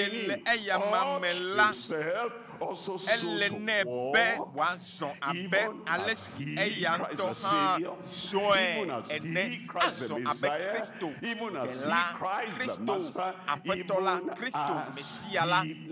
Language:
Ewe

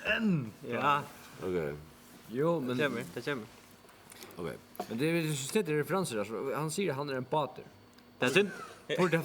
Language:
Faroese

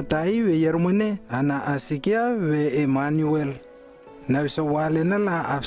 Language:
Lewo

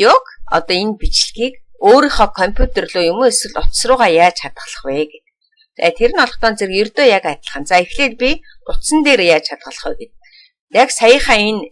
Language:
Mongolian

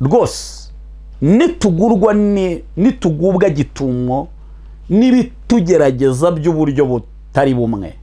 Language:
Kinyarwanda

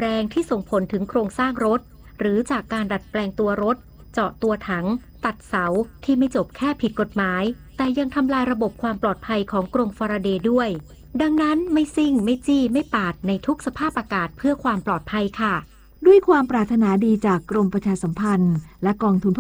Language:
Thai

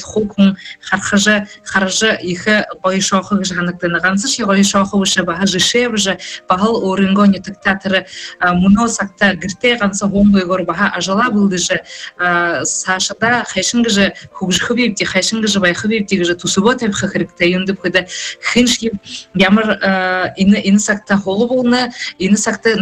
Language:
Buriat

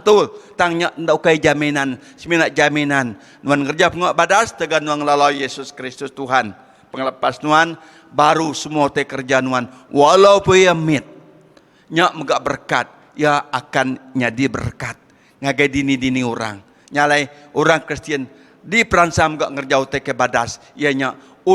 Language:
Iban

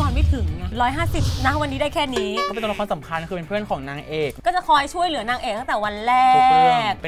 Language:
Thai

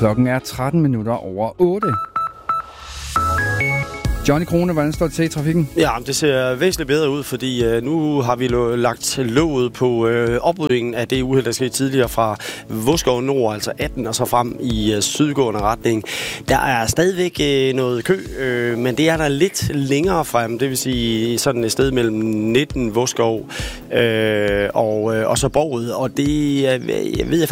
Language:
Danish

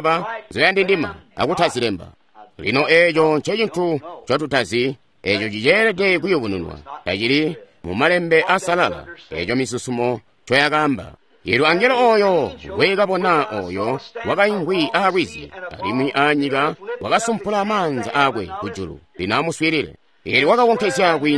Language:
Tonga (Zambia)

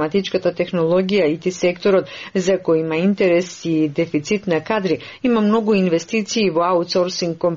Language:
Macedonian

